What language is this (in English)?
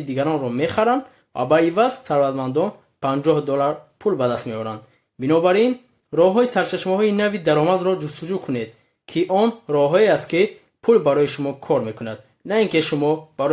Tajik